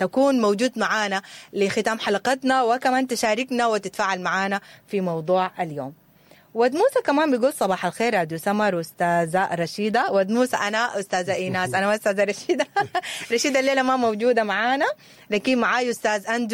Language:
Sudanese Arabic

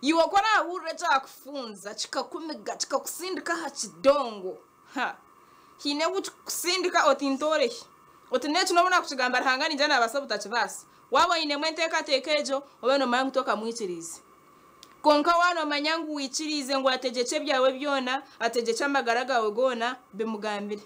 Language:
Nyankole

